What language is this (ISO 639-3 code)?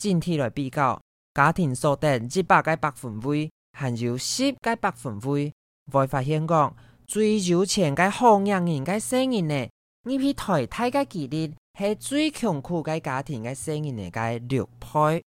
hak